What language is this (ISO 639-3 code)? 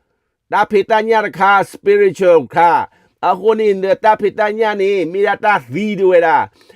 ksw